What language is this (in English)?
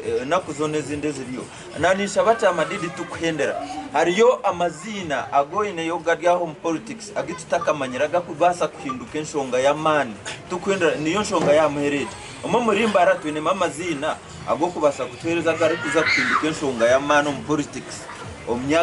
Nyankole